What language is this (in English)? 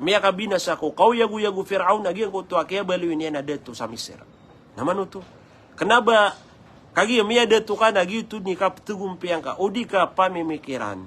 Maranao